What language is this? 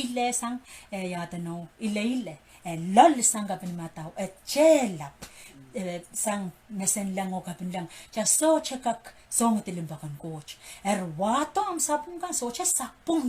Pohnpeian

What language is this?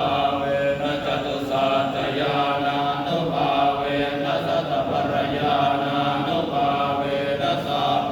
Pali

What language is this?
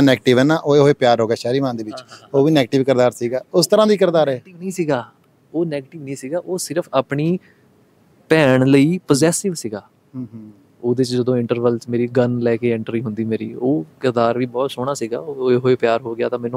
Punjabi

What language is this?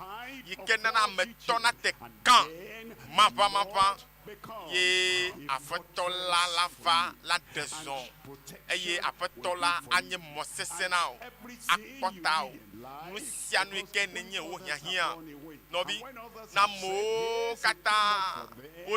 Ewe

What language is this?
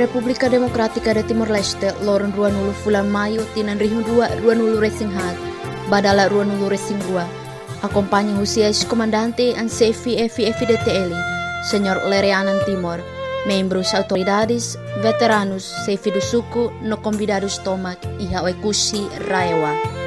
Tetum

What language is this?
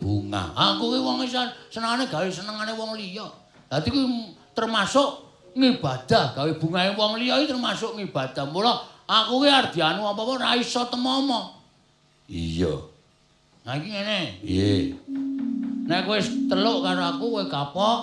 Javanese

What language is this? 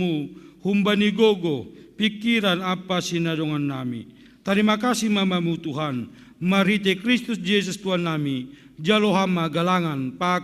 Batak Simalungun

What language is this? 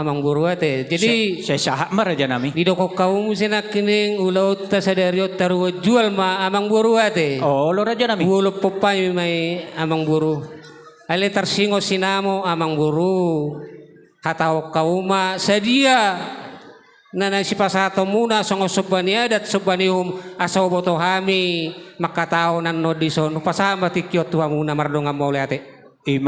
Batak Toba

